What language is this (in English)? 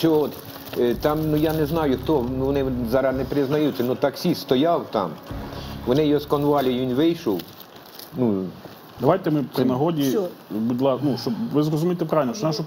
Ukrainian